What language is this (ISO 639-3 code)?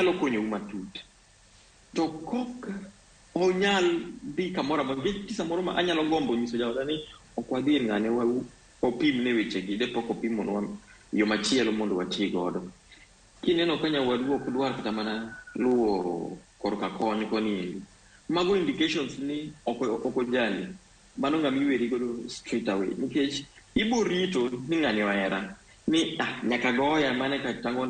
luo